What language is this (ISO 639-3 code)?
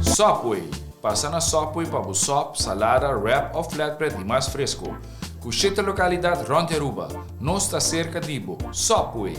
pap